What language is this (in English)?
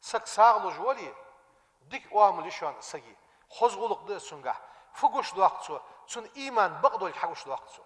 Ingush